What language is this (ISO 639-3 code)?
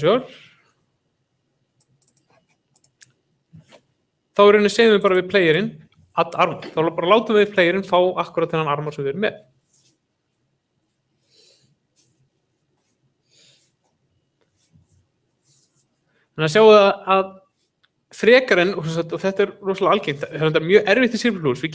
isl